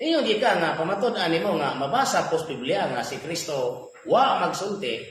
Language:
Cebuano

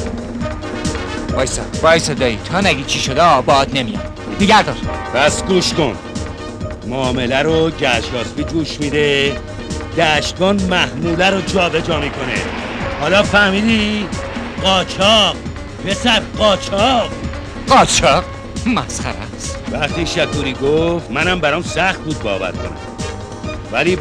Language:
Persian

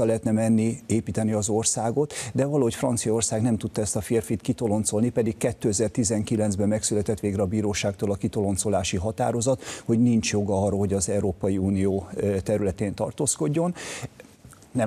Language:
Hungarian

